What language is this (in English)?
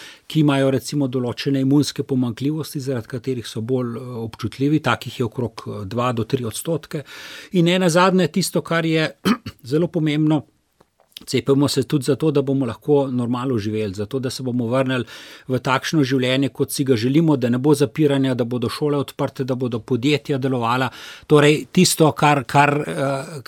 Slovenian